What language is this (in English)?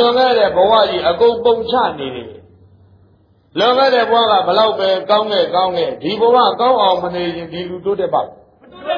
Burmese